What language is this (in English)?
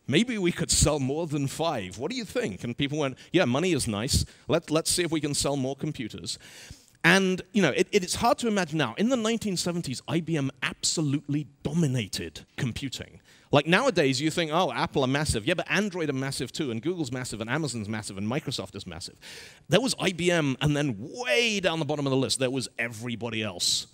English